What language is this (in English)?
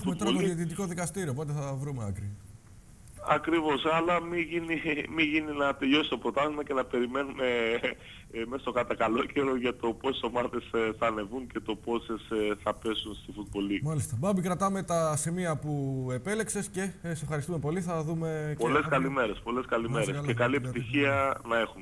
Greek